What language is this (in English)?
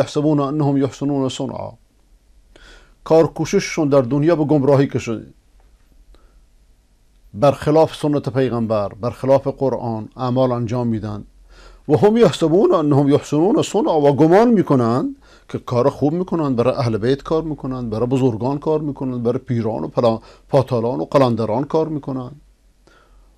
Persian